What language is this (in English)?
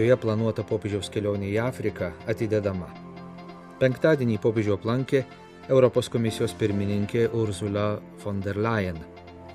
Lithuanian